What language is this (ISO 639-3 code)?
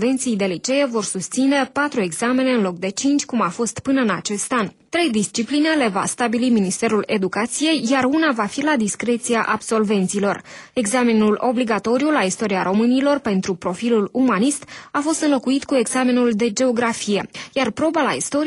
ron